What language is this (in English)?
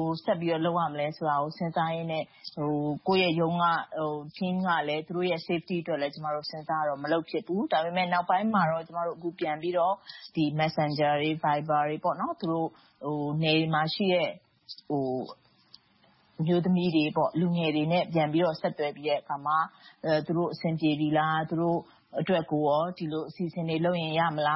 Burmese